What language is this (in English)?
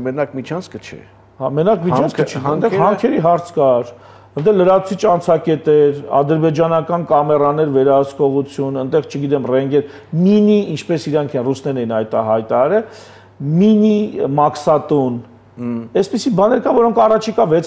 Armenian